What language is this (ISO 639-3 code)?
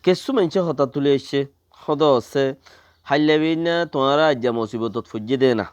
rhg